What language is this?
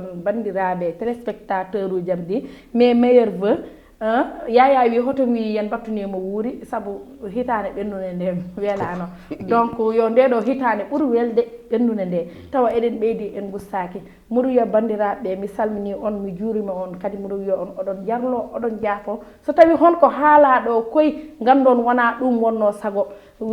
Fula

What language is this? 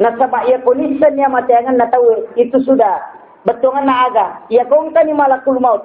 Buginese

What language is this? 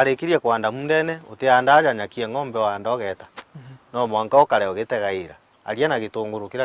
Meru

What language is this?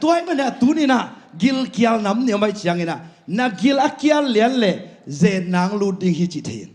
Tedim Chin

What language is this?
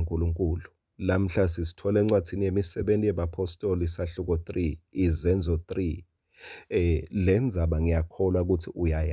Swati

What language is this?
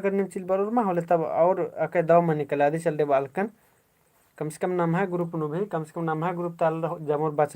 Kurukh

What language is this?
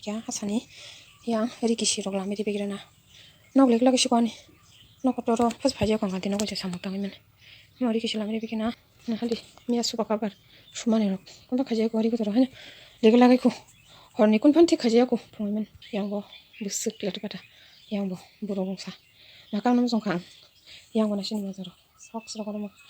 Kok Borok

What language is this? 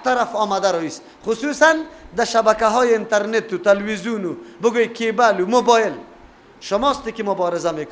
Persian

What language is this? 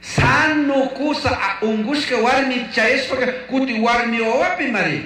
Chimborazo Highland Quichua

